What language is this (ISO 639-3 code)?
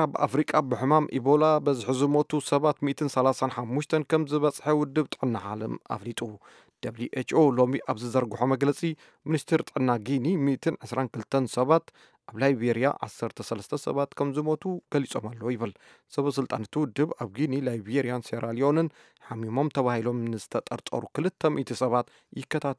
tir